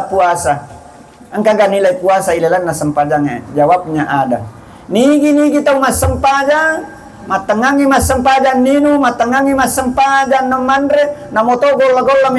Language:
Buginese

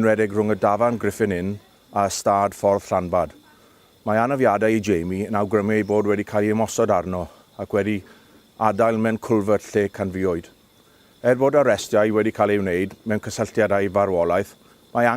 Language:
Welsh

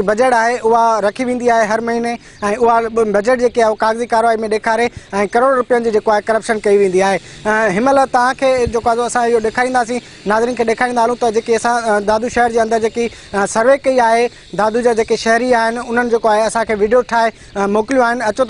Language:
Sindhi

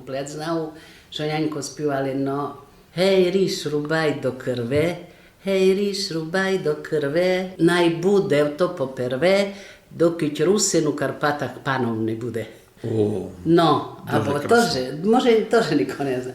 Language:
Rusyn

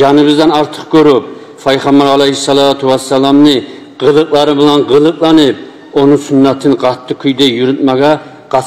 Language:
Kumyk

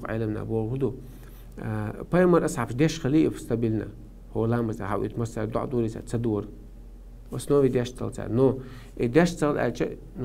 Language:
Chechen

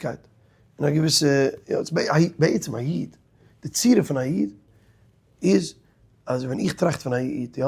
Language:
Yiddish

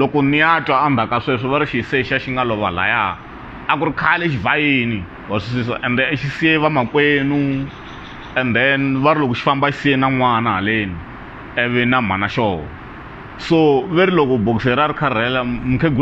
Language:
Tsonga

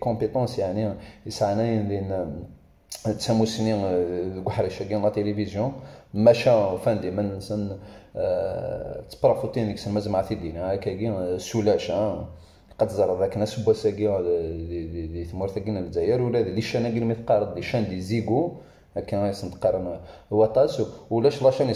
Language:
Kabyle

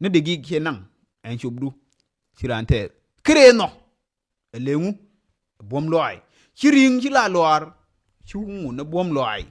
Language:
Nuer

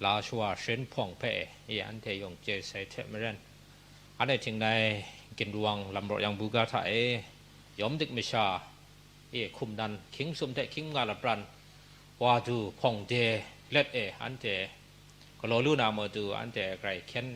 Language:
Kachin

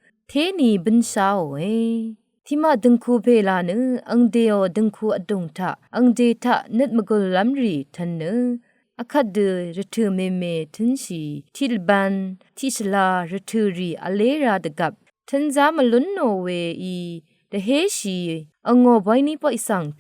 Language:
Rawang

